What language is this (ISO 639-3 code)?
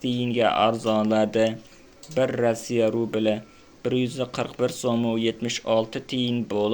uzb